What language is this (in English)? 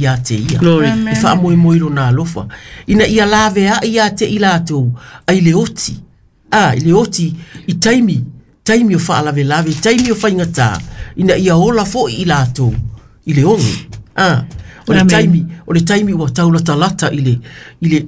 Samoan